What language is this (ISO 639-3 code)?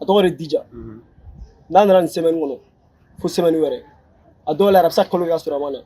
bam